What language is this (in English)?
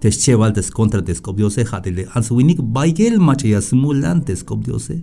Tzeltal